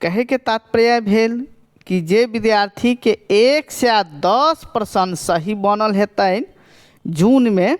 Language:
Maithili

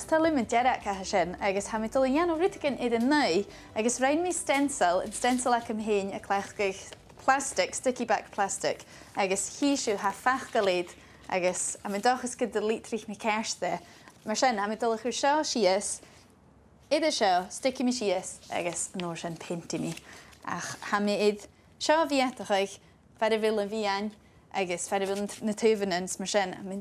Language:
Scottish Gaelic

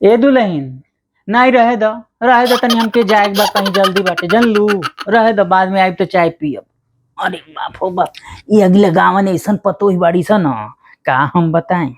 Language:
Bhojpuri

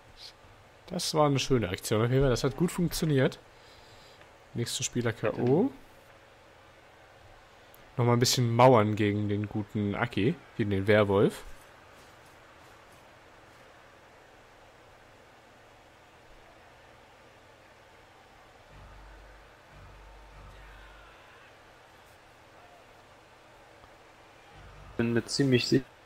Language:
German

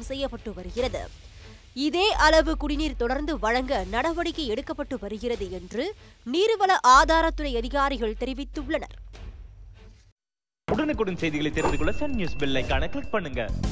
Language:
Tamil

